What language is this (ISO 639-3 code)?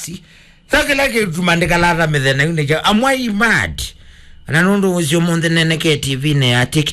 kam